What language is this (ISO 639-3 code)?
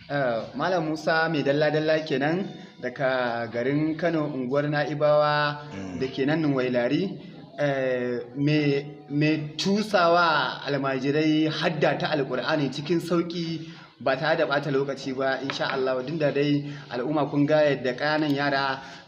hau